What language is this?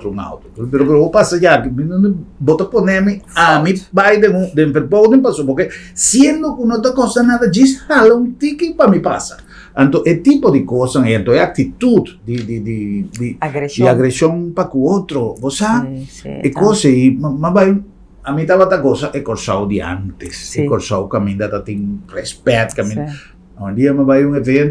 Papiamento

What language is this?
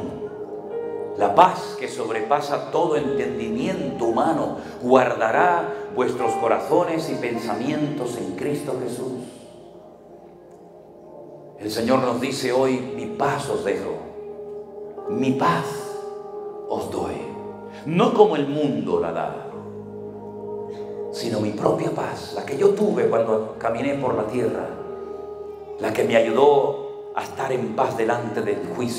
Spanish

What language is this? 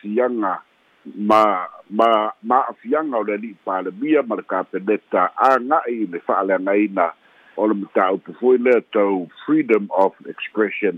Samoan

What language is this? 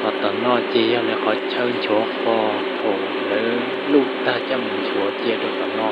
Hmong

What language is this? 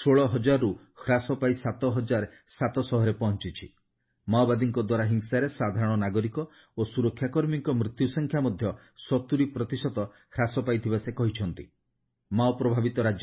Odia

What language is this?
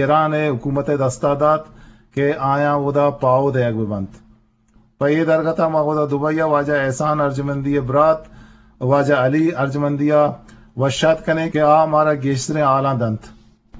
Eastern Balochi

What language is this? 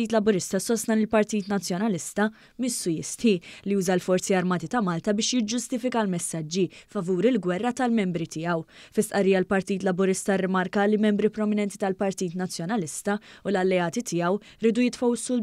Maltese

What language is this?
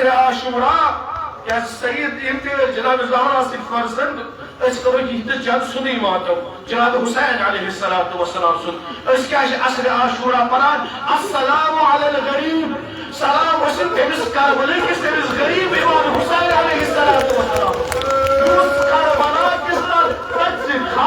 Kashmiri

